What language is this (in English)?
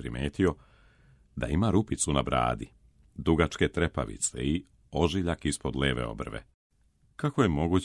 Serbian